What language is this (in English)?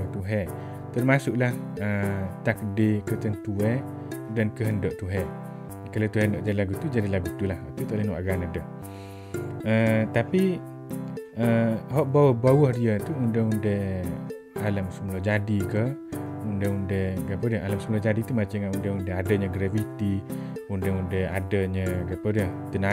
Malay